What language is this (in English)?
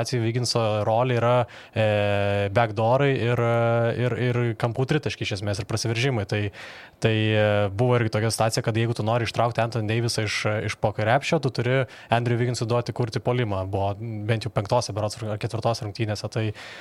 Lithuanian